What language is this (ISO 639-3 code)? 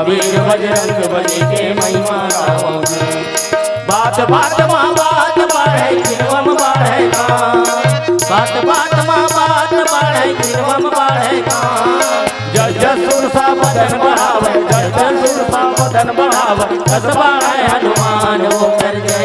hne